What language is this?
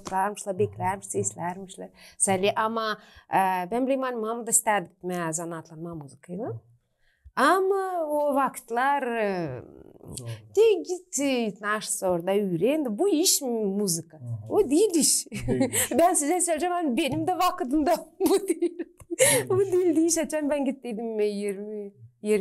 Gagauz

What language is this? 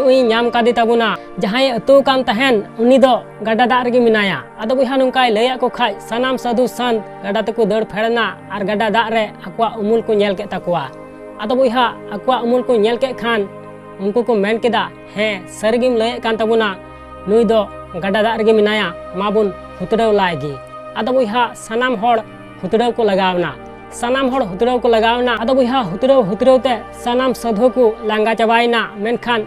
Santali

